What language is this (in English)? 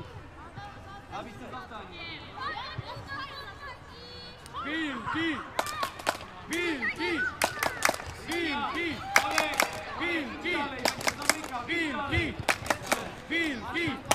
Polish